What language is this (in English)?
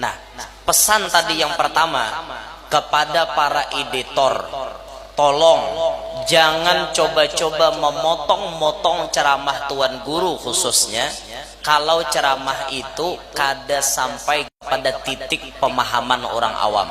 Banjar